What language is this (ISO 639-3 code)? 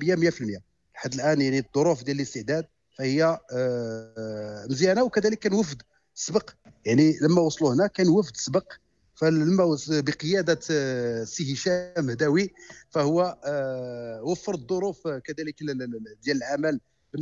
ary